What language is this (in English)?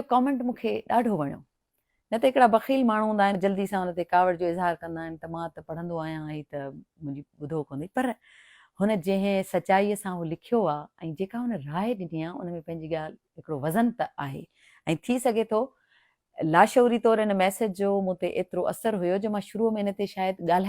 Sindhi